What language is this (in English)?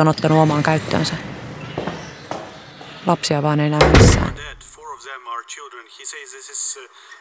Finnish